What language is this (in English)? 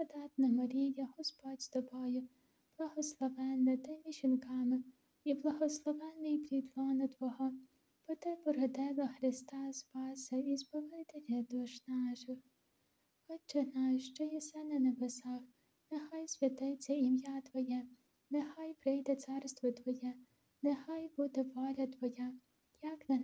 Ukrainian